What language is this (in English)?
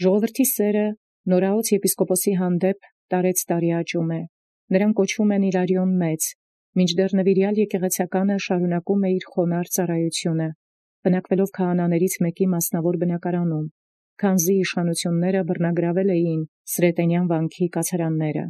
Armenian